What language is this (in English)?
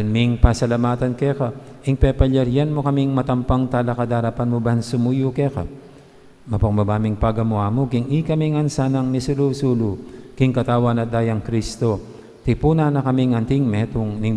Pampanga